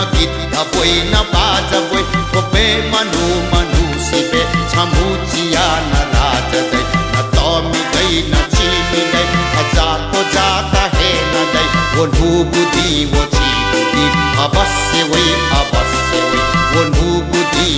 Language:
Newari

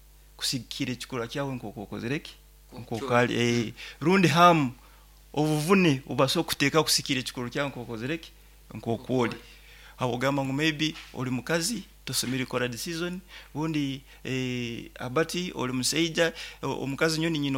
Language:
Nyoro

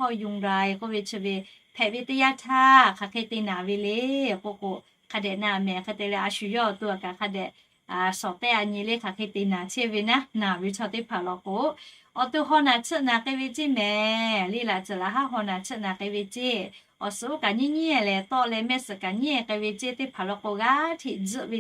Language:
Lahu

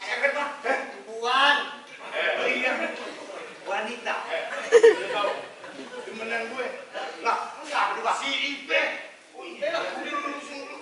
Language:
Betawi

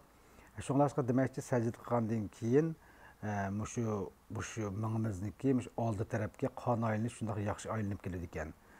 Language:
Uyghur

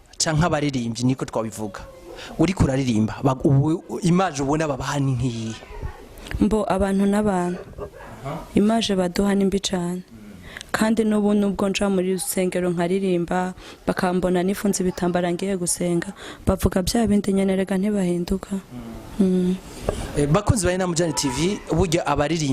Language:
Rundi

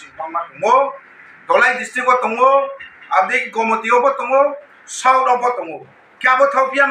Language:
Riang (India)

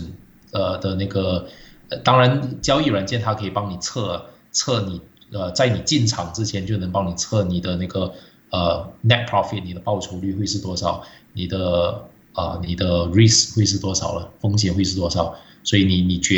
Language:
Chinese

